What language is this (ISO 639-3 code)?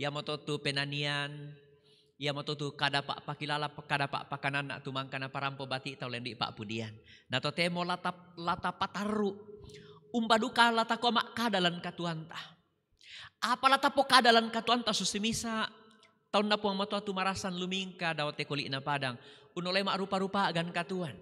sda